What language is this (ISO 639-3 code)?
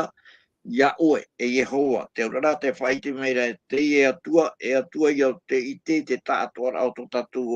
tah